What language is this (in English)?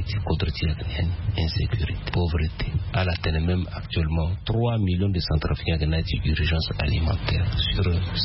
Sango